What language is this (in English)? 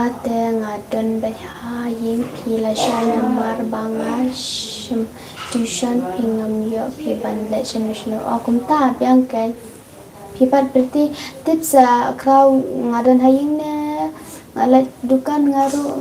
Khasi